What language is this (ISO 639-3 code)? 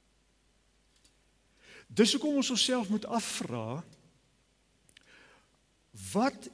afr